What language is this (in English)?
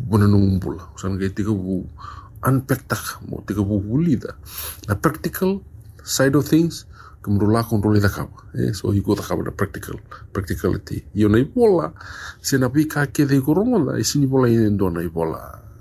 Fijian